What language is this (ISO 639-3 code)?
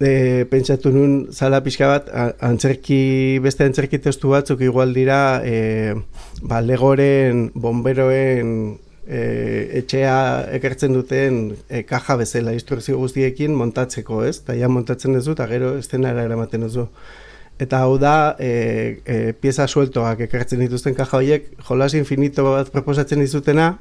eus